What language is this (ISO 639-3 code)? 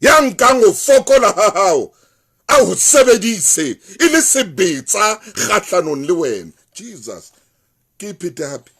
sot